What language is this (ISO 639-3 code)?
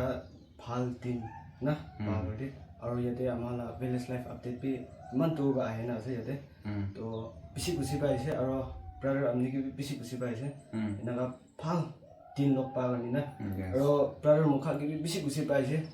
nag